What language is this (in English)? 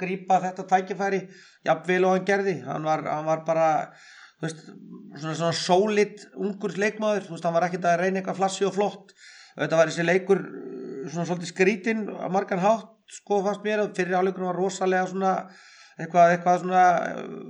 Icelandic